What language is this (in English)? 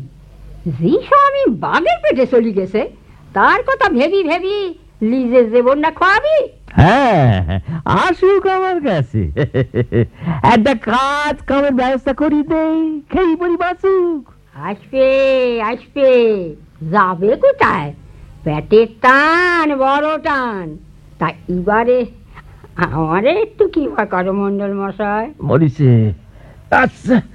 Bangla